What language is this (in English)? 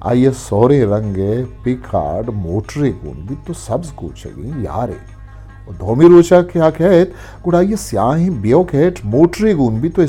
Eastern Balochi